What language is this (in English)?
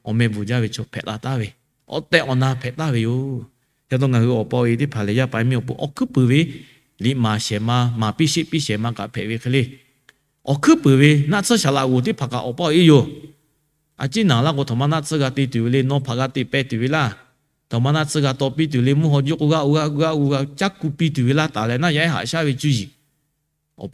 Lahu